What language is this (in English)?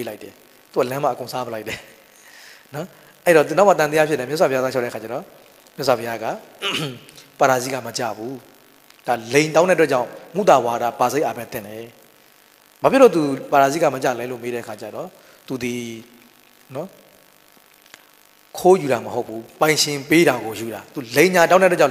Burmese